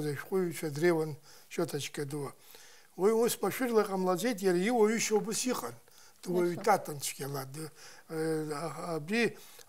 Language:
Abkhazian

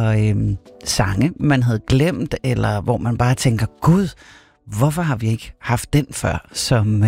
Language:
Danish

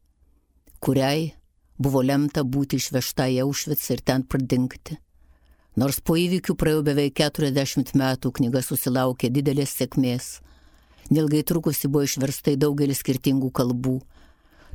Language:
Lithuanian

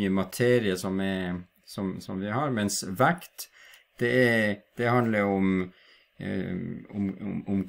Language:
Norwegian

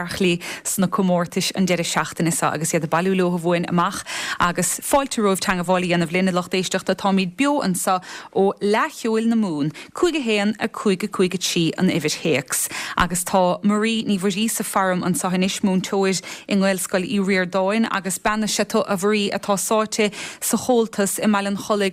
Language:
Irish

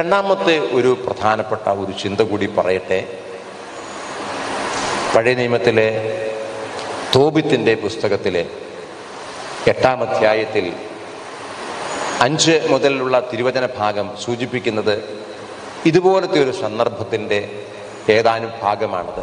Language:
Malayalam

